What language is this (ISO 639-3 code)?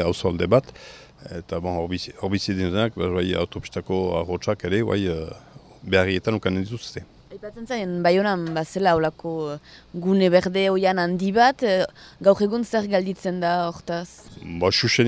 eus